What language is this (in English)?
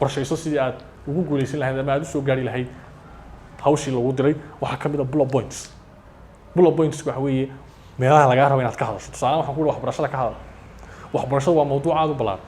Somali